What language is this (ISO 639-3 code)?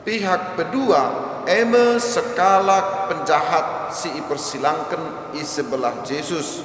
btx